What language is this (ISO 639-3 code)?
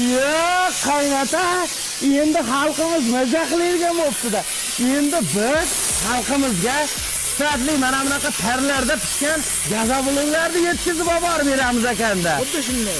uzb